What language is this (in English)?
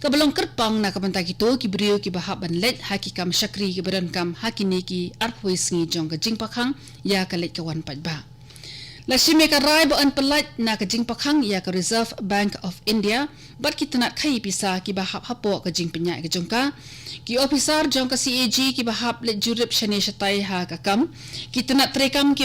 Khasi